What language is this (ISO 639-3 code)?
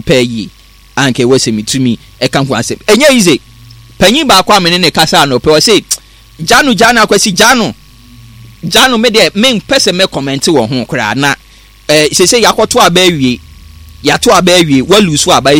aka